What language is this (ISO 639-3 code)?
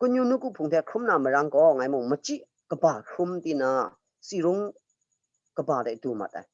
kac